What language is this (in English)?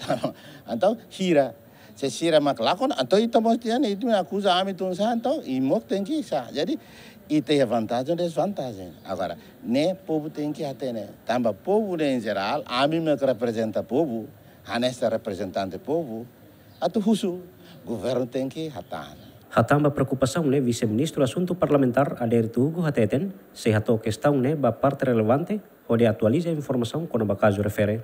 Tetum